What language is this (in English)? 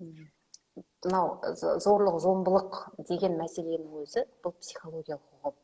Kazakh